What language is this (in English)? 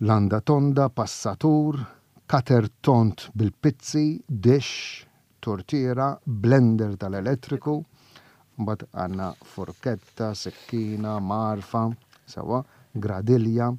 Maltese